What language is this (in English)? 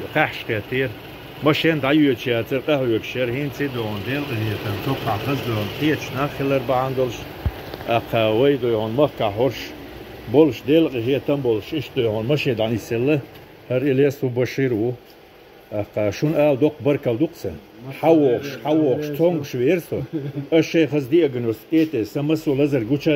Chechen